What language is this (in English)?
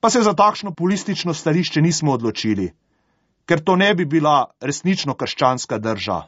Slovenian